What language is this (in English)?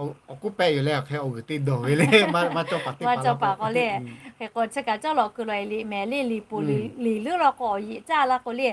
Lahu